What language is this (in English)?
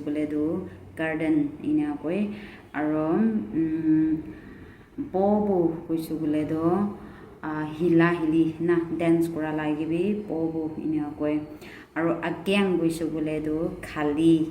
Naga Pidgin